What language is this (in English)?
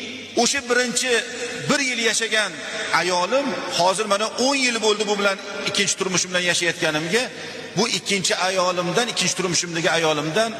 Uzbek